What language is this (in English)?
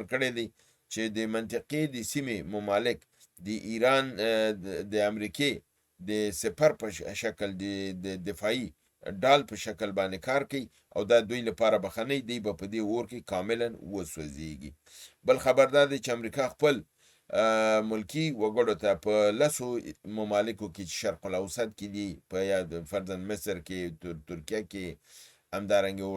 Pashto